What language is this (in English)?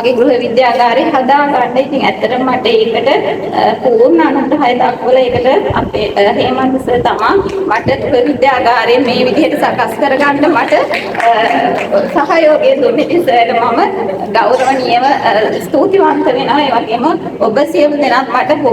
Sinhala